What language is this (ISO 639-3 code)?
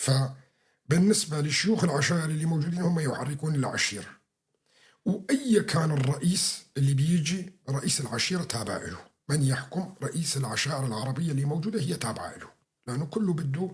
apc